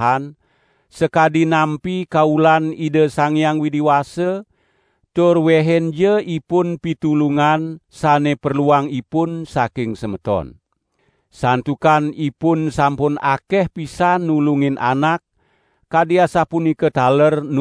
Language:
Balinese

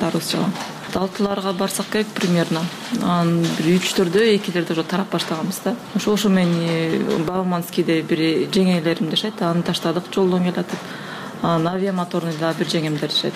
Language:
Kyrgyz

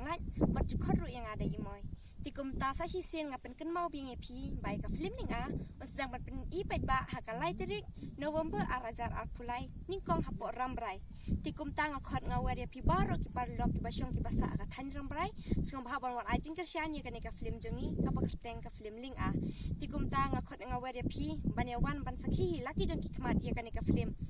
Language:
Khasi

